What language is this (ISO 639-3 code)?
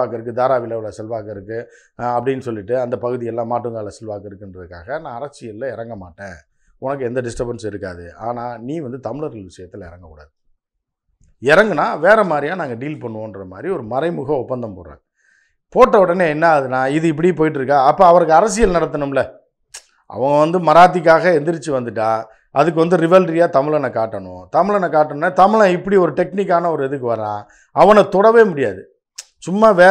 tam